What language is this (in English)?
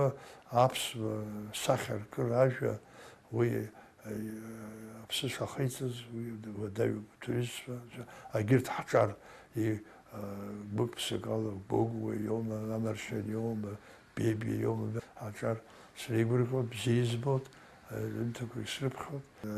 Abkhazian